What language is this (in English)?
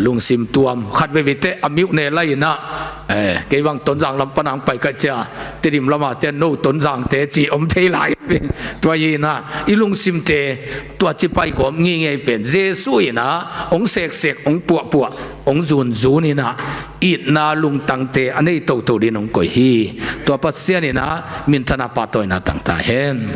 Tedim Chin